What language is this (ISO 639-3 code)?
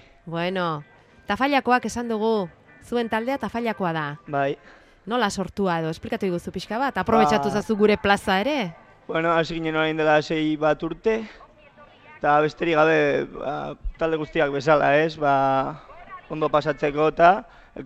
eus